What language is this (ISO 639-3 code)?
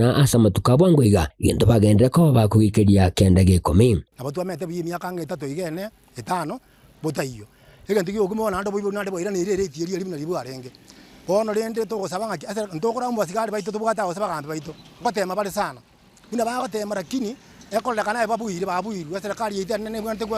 guz